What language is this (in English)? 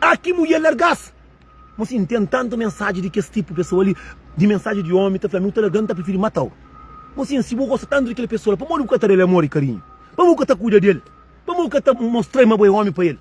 Kabuverdianu